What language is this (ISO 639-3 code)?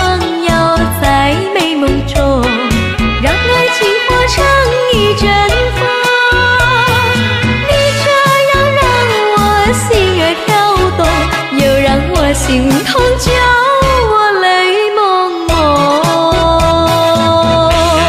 zho